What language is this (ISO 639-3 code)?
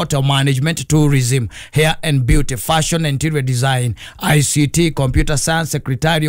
kik